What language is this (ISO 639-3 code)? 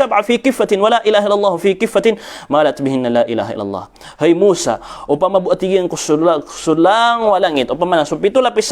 mrw